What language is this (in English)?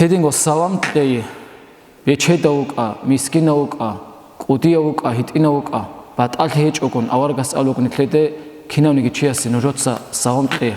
Avaric